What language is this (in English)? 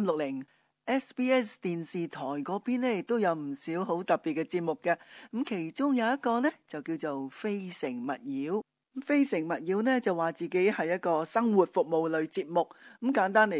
Cantonese